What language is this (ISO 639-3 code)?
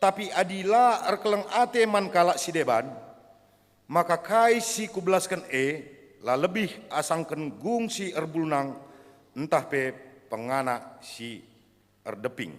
btx